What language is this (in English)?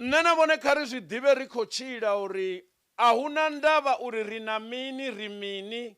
Venda